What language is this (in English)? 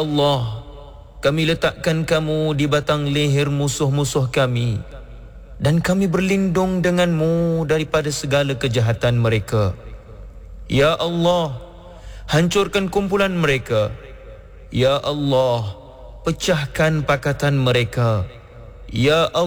Malay